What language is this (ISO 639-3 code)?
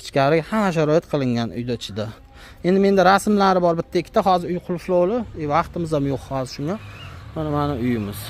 uzb